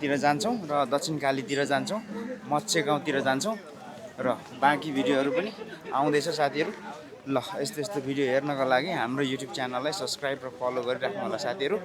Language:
Nepali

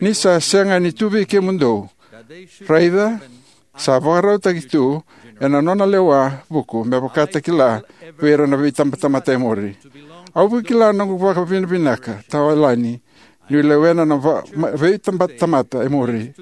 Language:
Fijian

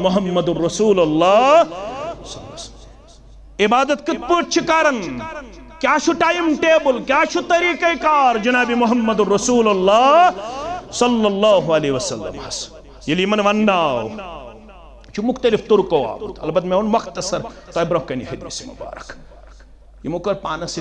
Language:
Kashmiri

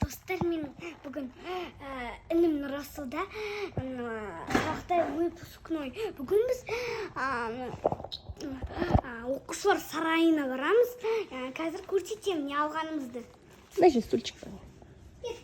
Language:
Kazakh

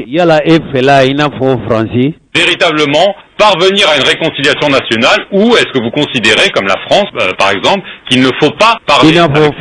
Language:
Bambara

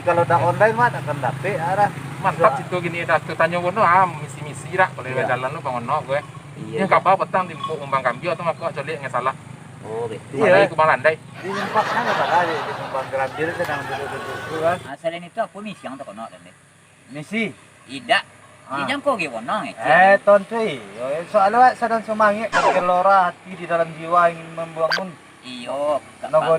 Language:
Minangkabau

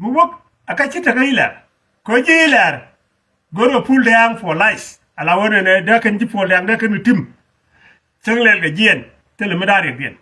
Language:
Nuer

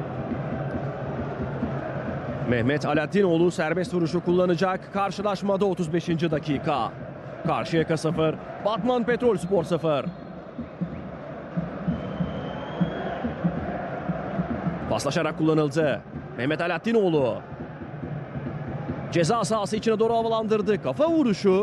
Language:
Turkish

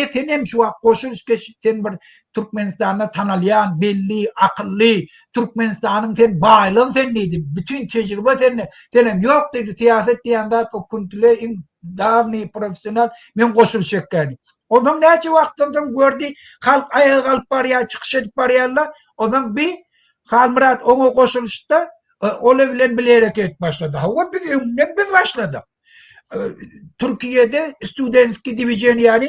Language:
Turkmen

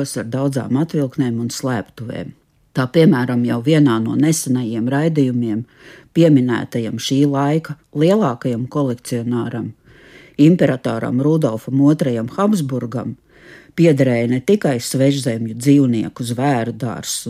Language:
Latvian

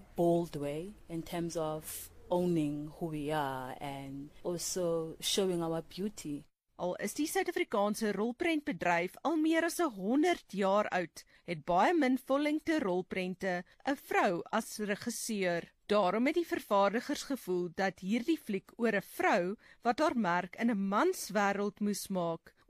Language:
Afrikaans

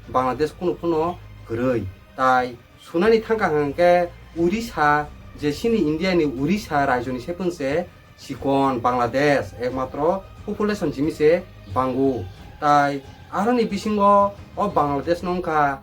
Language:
Kok Borok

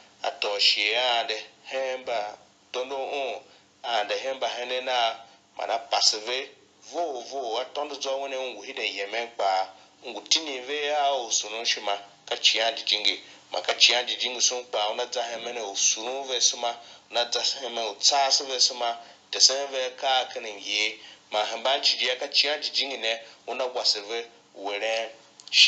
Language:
Tiv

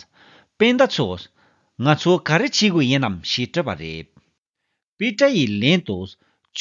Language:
Tibetan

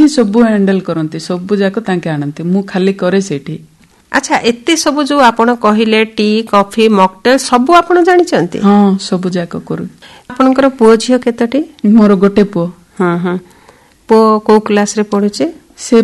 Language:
Odia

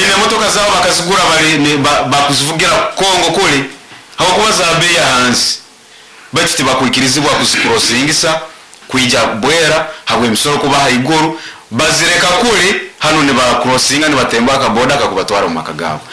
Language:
Nyoro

